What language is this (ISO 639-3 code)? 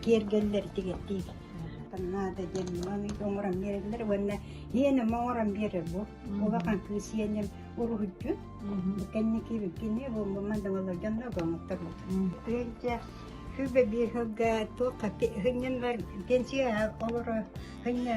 sah